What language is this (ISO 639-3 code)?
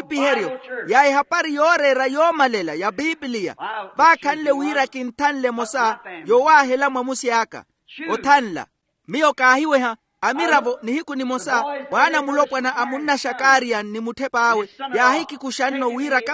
vmw